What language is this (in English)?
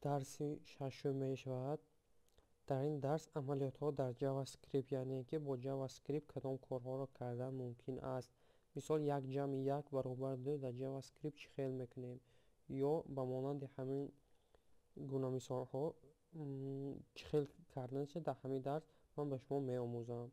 Tajik